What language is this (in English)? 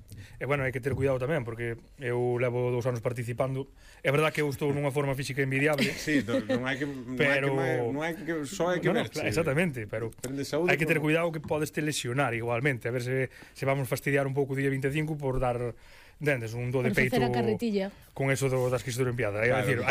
Galician